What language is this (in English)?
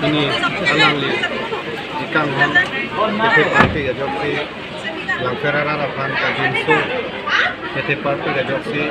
Karbi